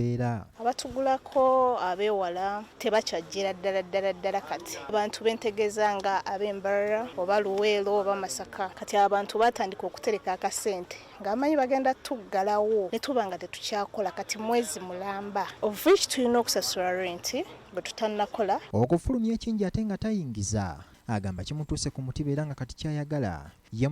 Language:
Ganda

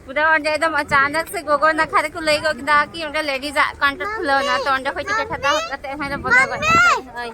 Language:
Santali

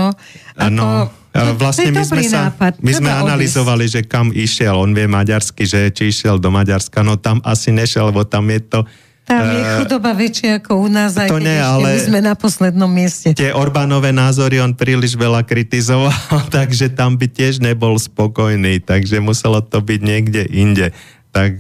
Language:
Slovak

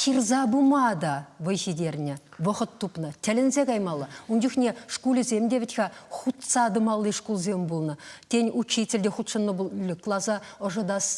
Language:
Chuvash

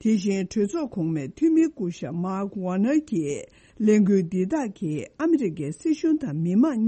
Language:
Tibetan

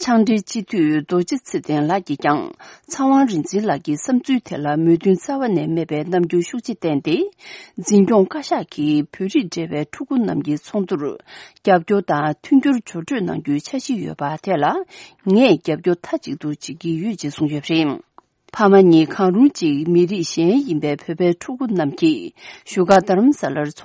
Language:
Tibetan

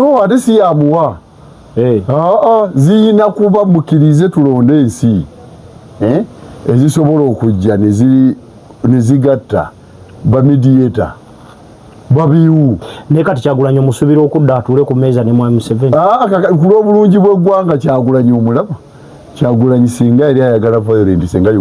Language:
Ganda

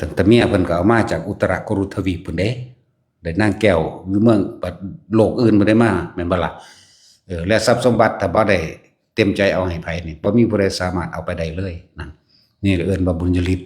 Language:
Northeastern Thai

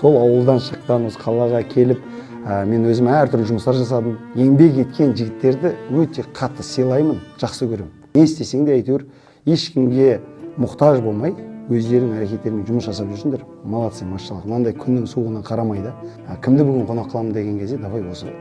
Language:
Kazakh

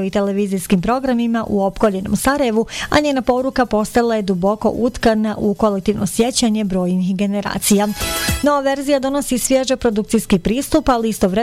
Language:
Bosnian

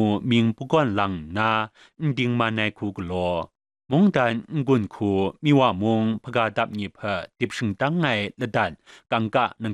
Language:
Kachin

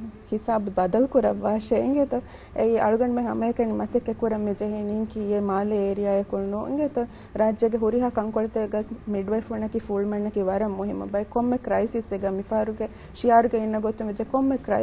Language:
Divehi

